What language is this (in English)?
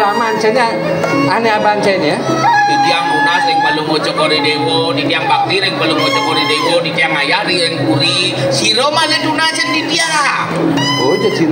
Balinese